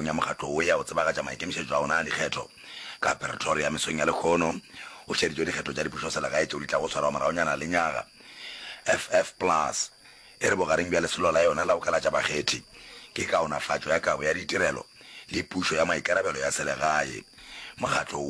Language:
Northern Sotho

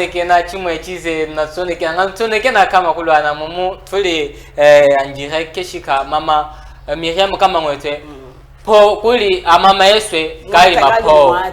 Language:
Chokwe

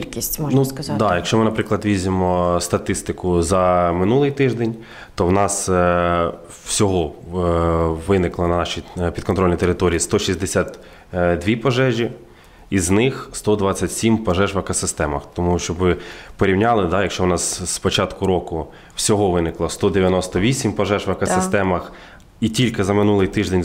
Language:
Ukrainian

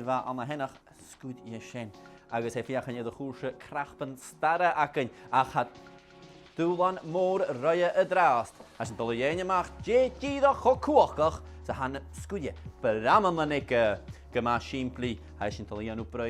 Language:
Scottish Gaelic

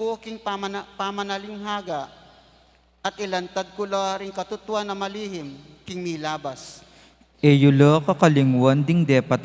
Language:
Pampanga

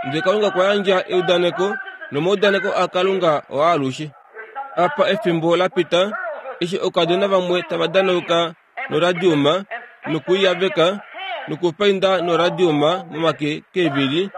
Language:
Kuanyama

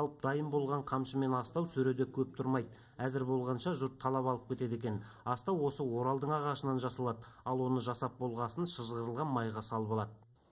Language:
Kazakh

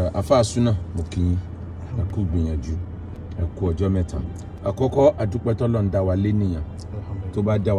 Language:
Yoruba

